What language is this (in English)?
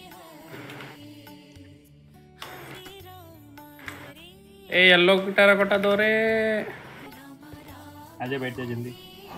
Hindi